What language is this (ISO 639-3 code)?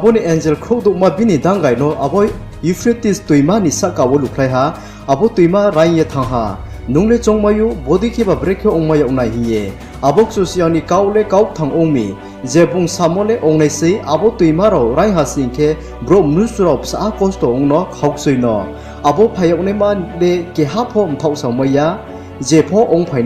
ria